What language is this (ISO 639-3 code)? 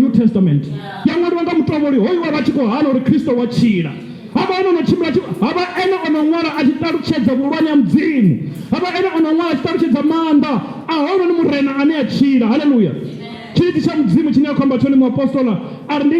ven